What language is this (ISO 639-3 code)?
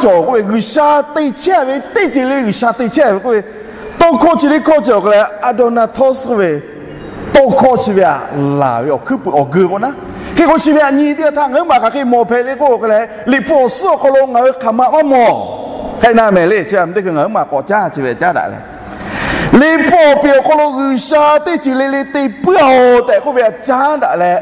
lhu